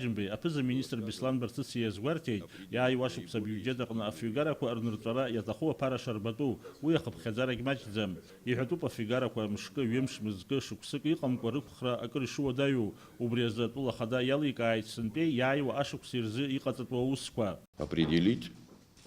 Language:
Abkhazian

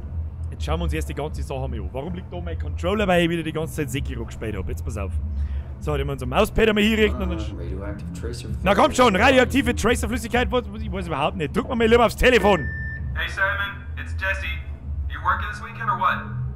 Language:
Bavarian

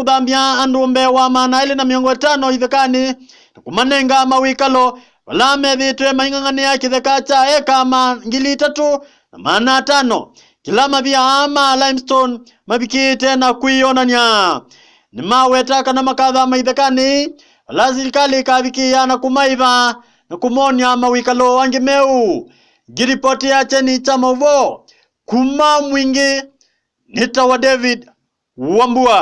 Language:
Kamba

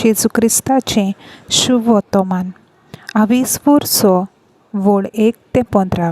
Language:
Konkani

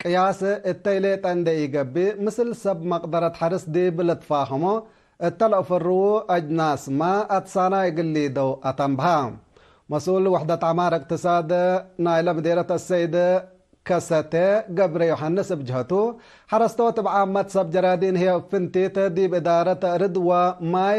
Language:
Tigre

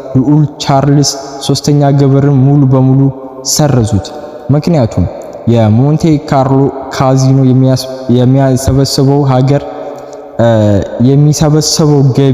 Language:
Amharic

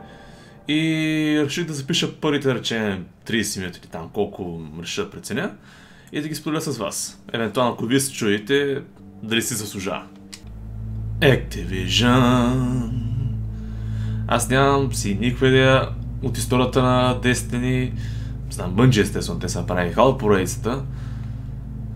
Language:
Bulgarian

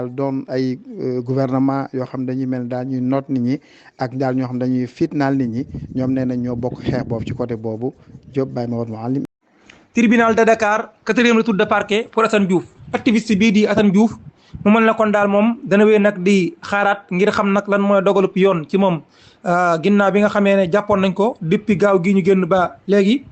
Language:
Wolof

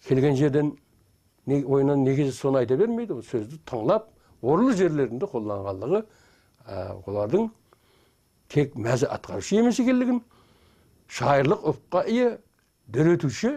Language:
Kara-Kalpak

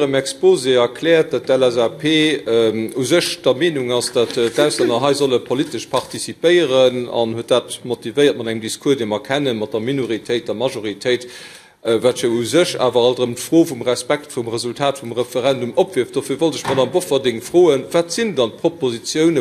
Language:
Luxembourgish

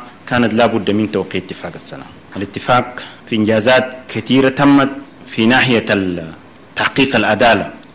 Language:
Sudanese Arabic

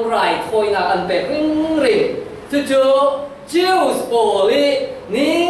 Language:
Falam Chin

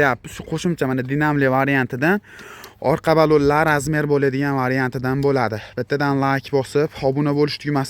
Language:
Uzbek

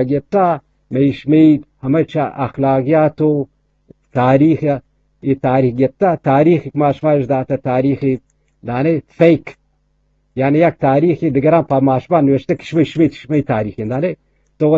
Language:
Eastern Balochi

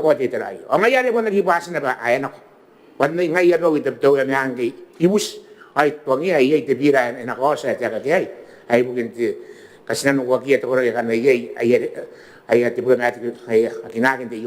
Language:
Gilbertese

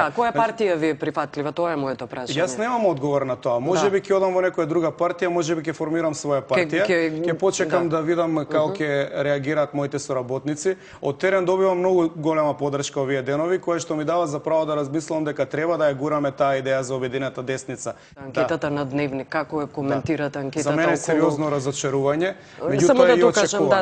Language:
Macedonian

